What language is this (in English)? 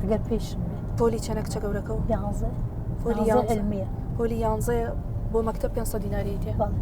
Central Kurdish